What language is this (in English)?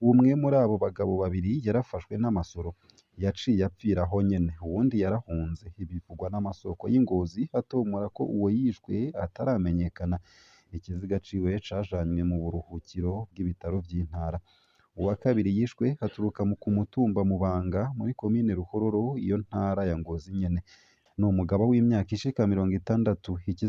Rundi